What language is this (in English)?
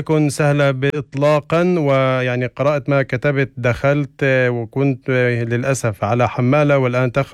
North Levantine Arabic